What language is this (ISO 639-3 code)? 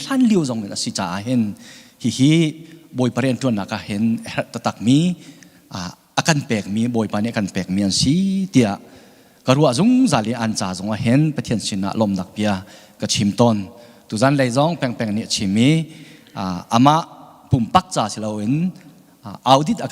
cnh